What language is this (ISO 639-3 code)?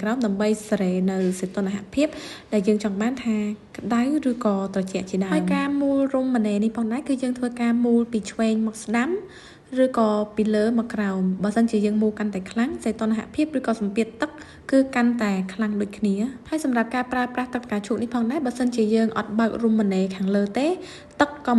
khm